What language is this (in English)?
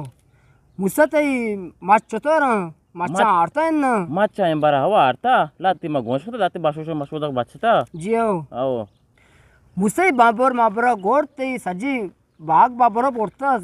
Eastern Balochi